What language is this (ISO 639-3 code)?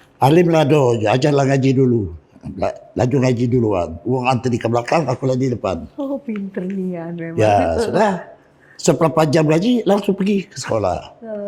mui